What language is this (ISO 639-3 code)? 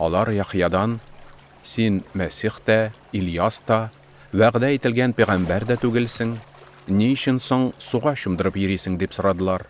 tat